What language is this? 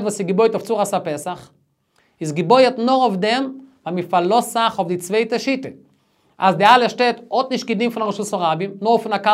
Yiddish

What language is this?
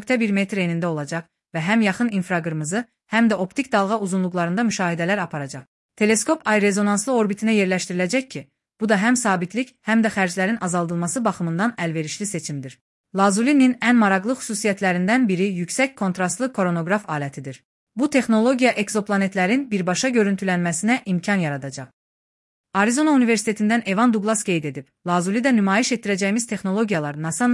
Azerbaijani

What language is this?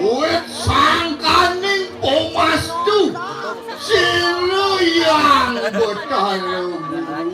Balinese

